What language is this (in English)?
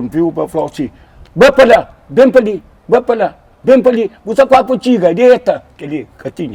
Kabuverdianu